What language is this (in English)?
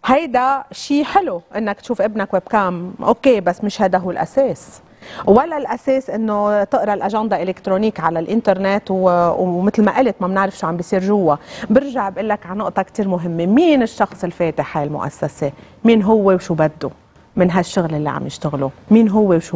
North Levantine Arabic